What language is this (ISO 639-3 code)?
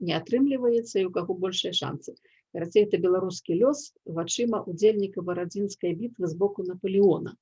bel